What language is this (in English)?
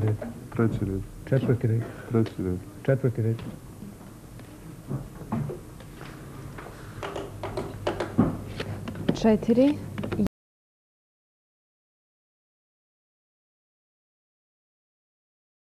Croatian